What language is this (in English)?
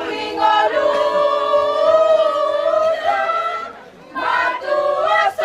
Batak Toba